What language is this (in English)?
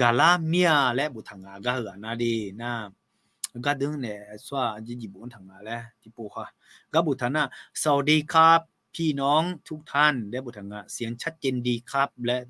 Akha